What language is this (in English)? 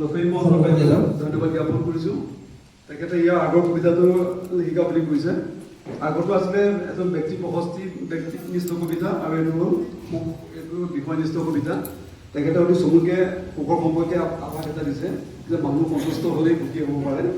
Assamese